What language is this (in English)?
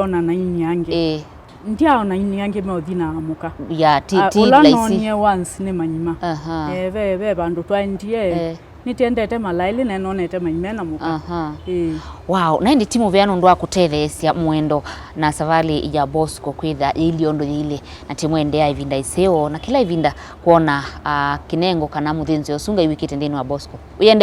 Kamba